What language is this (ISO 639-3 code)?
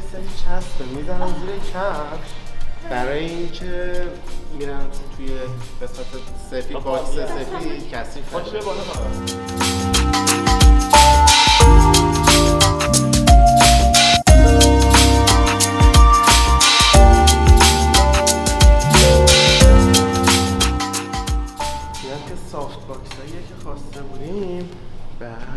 fas